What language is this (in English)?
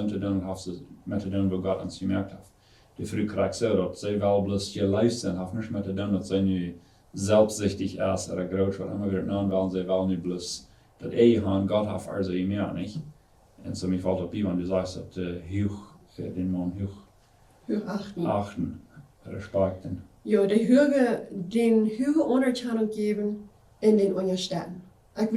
Plautdietsch